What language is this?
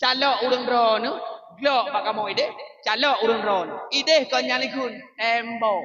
Achinese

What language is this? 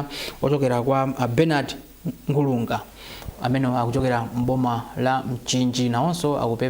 Nyanja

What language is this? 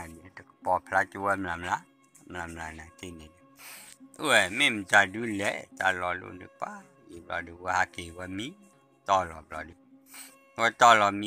S'gaw Karen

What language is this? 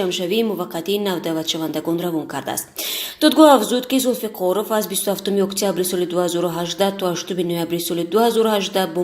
Tajik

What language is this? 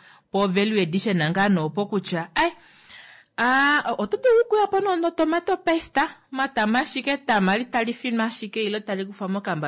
Kuanyama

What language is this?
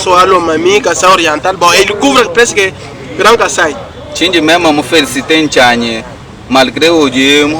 Luba-Lulua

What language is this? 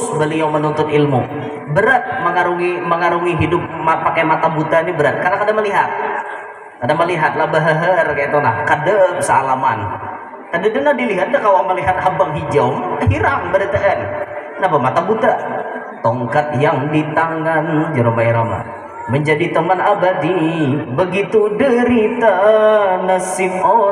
Banjar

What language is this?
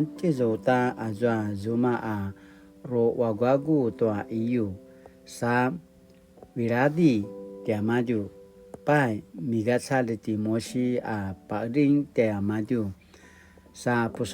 Paiwan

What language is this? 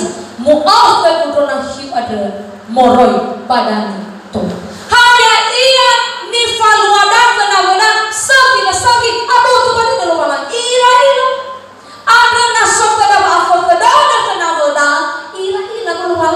Nias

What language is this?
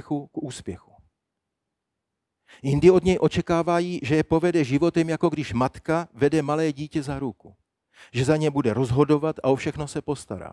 Czech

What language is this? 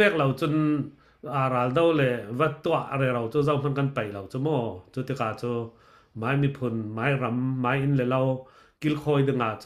Falam Chin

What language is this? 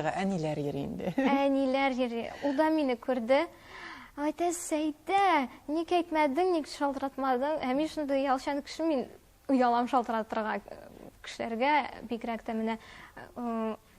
Tatar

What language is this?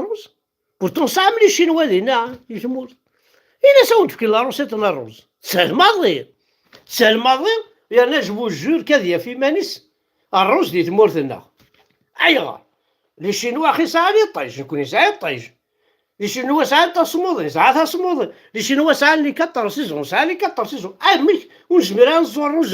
Kabyle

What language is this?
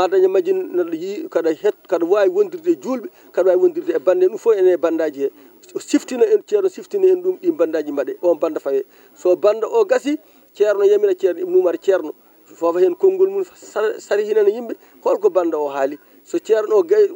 Fula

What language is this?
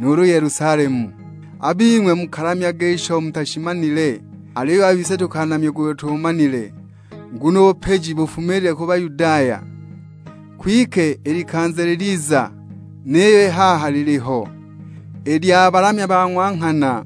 Sukuma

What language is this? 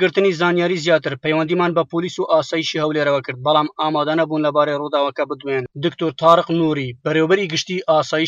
Central Kurdish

